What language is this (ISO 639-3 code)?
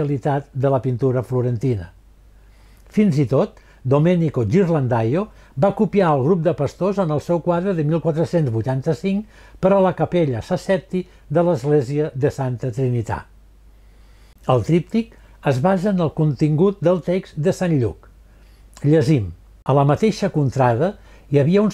cat